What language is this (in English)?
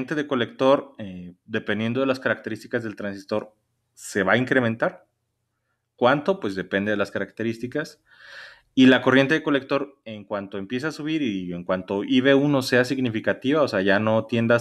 Spanish